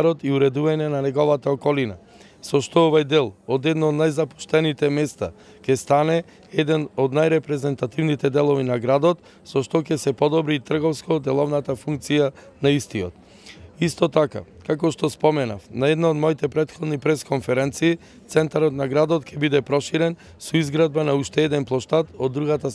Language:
Macedonian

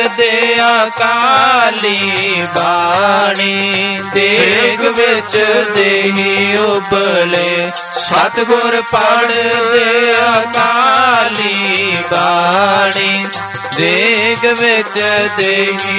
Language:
Punjabi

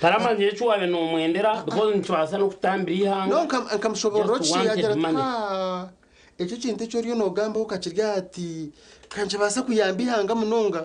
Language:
Nyankole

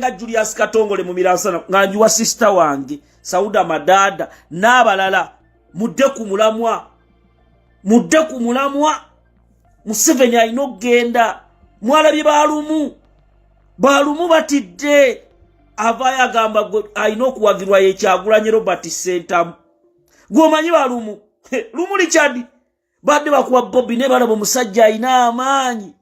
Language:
Ganda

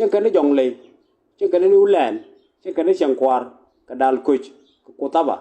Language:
Nuer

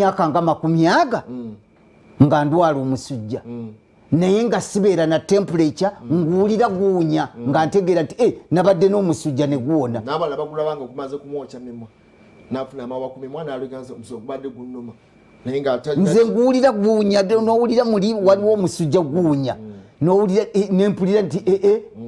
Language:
Ganda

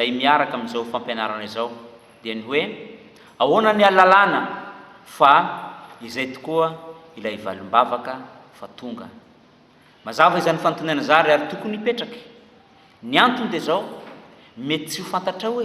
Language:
Malagasy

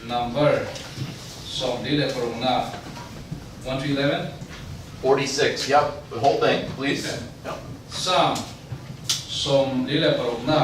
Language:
Falam Chin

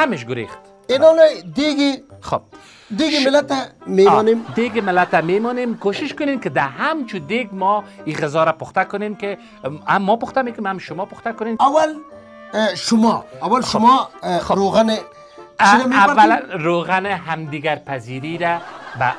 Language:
Persian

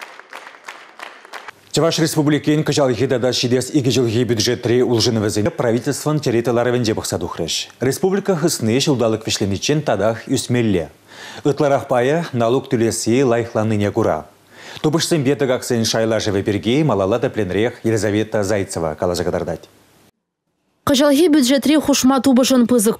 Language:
Chuvash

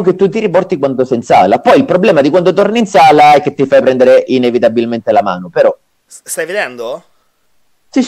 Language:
Italian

